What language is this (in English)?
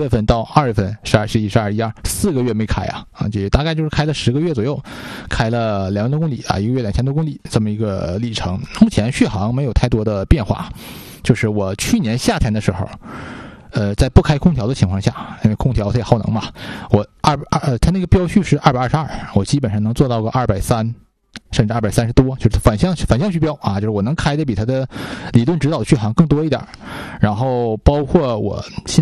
Chinese